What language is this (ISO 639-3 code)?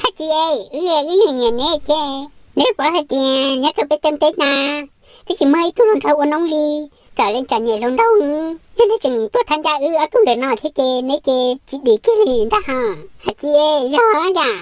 hmn